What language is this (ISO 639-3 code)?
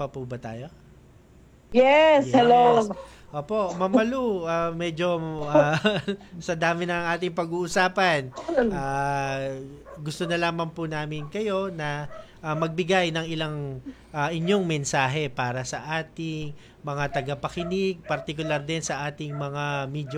fil